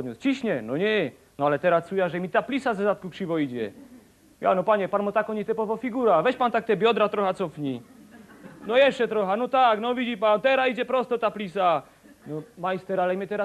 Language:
Silesian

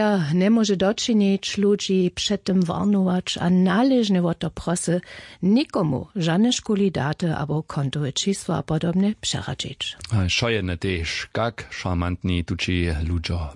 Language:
Upper Sorbian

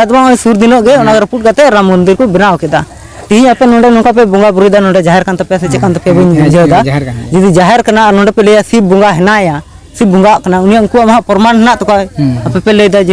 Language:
Santali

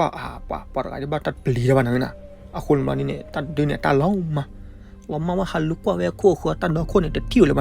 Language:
S'gaw Karen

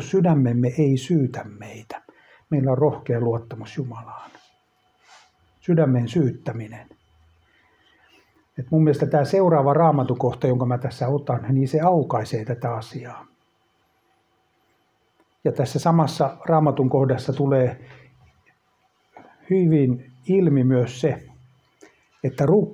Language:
Finnish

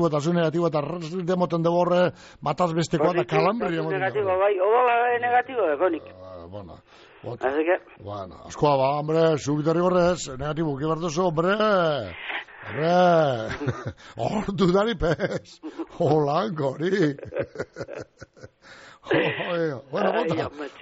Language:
Basque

